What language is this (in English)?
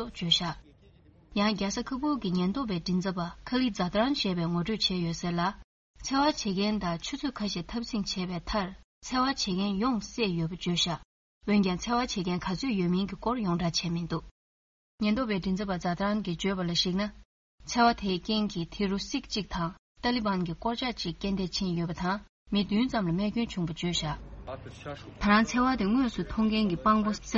Tibetan